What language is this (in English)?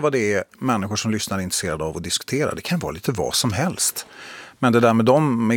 Swedish